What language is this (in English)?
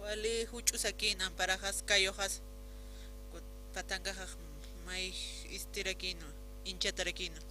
Aymara